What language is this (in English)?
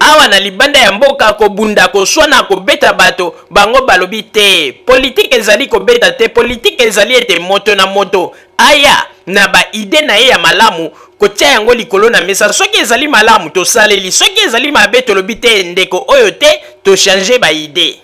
Lingala